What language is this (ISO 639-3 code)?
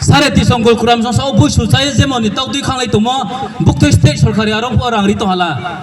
ria